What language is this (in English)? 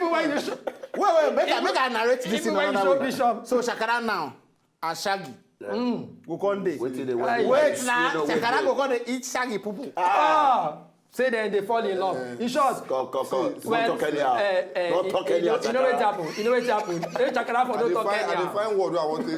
Nigerian Pidgin